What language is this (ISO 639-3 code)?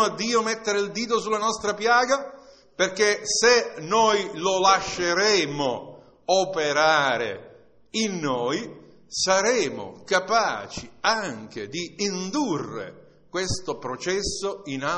ita